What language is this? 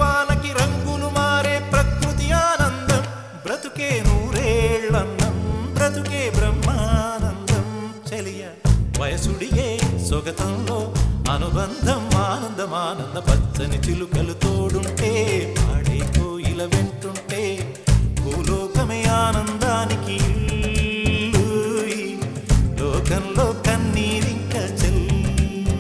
Telugu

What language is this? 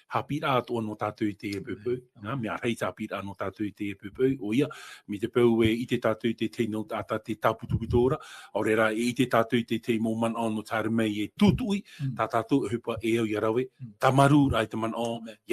Tahitian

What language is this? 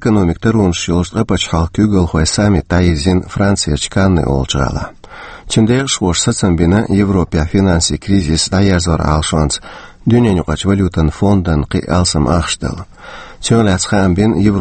Chechen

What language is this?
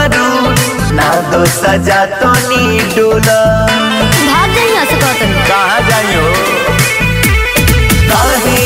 Bhojpuri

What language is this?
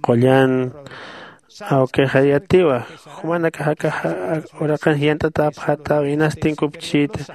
Aymara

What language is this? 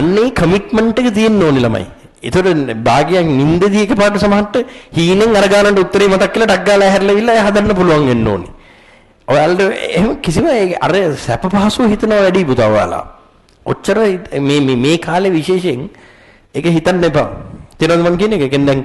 Sinhala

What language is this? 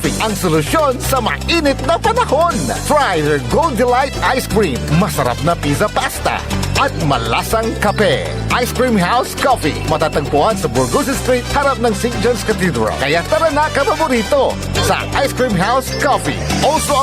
Pangasinan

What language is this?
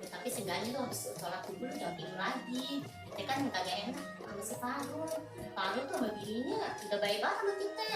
Betawi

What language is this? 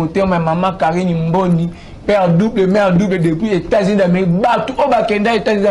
Lingala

